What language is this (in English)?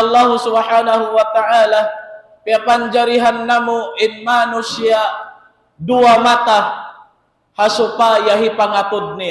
Tausug